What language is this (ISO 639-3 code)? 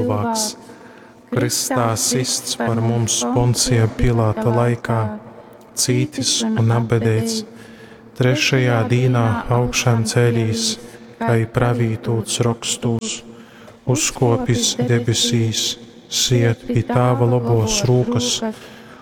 ltg